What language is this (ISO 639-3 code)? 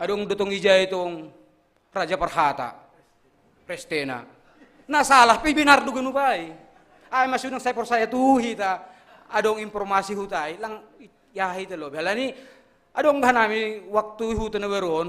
bts